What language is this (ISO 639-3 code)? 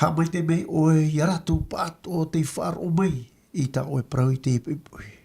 tah